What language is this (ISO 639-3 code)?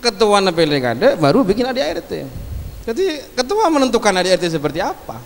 mad